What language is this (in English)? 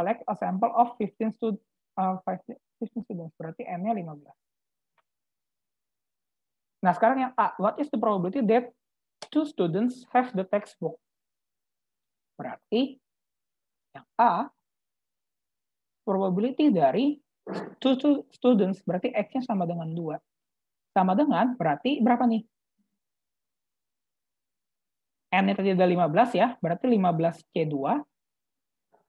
Indonesian